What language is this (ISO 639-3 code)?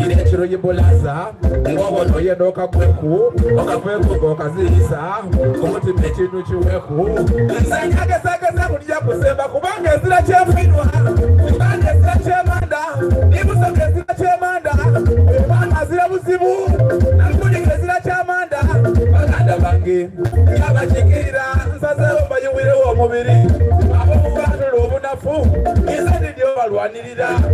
xog